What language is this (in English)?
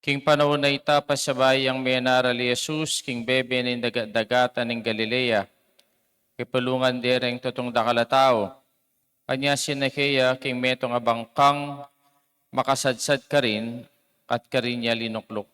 Pampanga